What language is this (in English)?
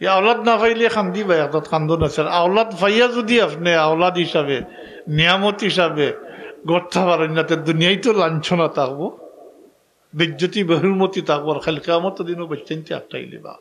Sylheti